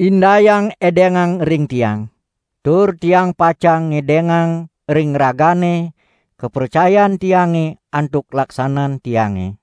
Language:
Balinese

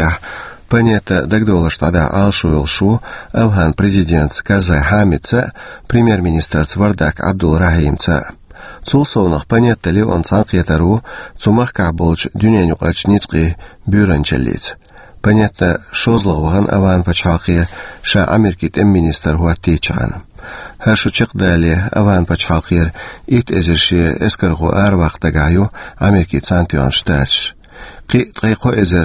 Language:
Chechen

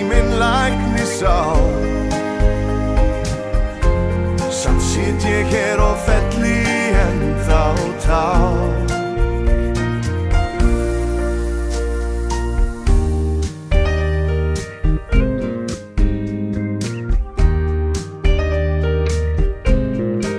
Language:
Icelandic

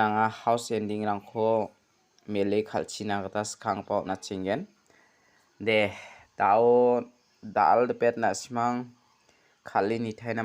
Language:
Garo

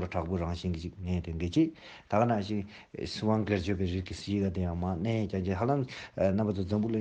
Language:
Tibetan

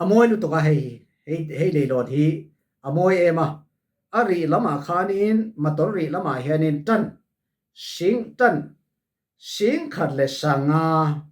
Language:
Falam Chin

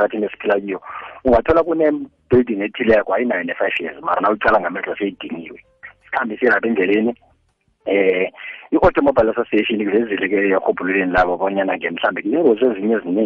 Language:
South Ndebele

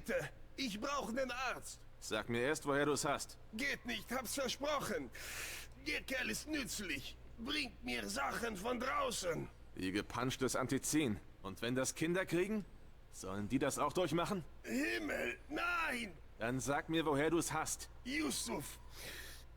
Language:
Swiss German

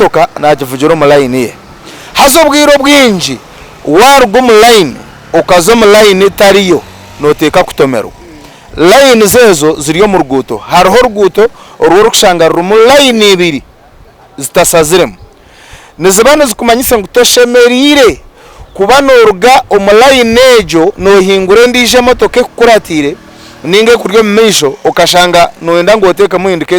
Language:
Nyankole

